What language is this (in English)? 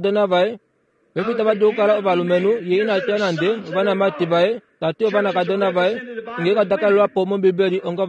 Kuanyama